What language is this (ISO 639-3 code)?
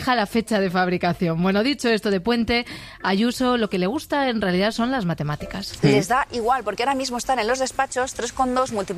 spa